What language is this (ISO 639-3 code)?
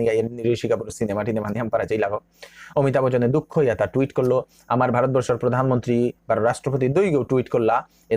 bpy